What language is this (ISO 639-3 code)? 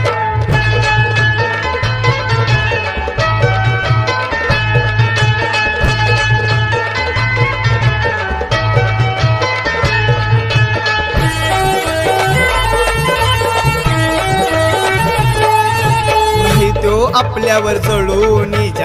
mar